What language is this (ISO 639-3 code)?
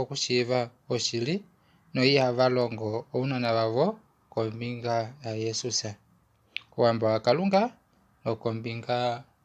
kua